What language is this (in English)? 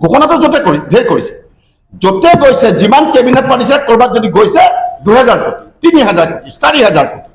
Assamese